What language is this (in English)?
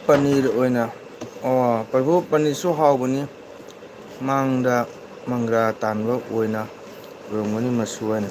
Manipuri